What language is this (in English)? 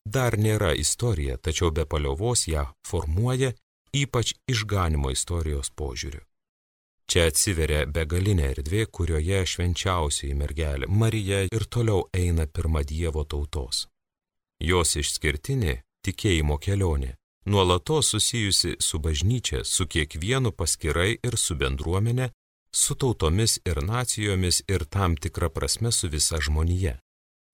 Lithuanian